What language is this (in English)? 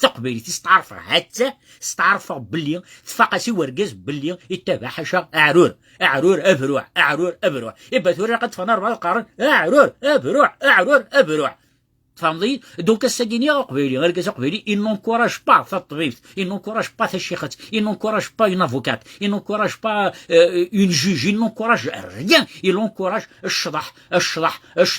Kabyle